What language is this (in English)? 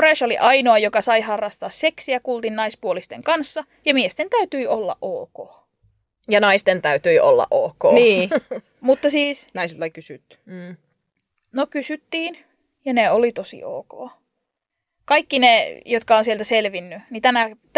Finnish